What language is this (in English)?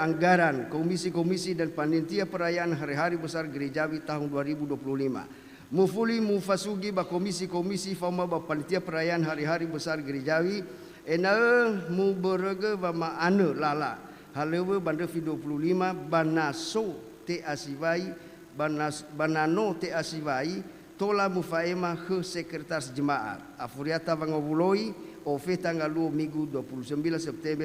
Nias